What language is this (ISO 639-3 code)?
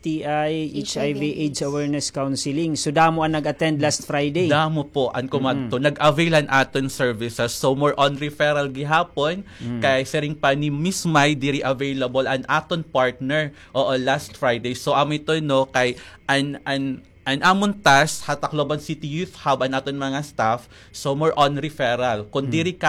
war